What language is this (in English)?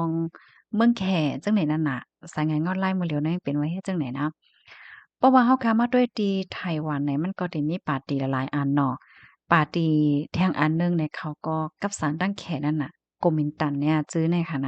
Shan